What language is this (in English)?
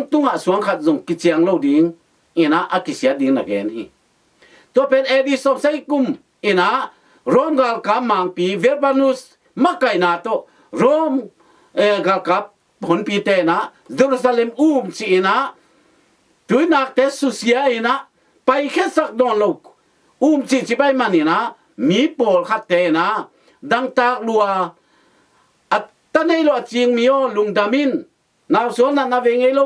Tedim Chin